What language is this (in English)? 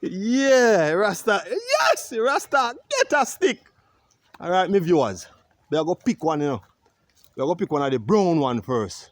Jamaican Creole English